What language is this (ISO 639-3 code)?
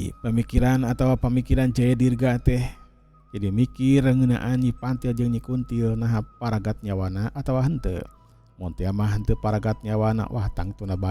sun